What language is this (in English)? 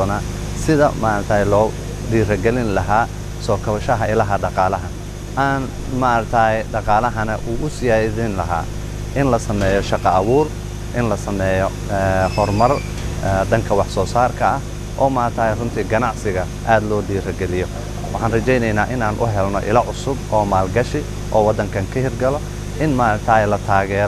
Somali